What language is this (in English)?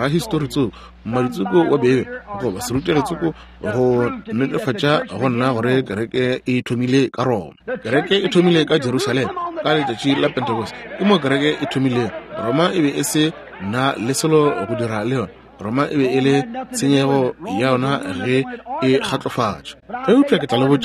Northern Sotho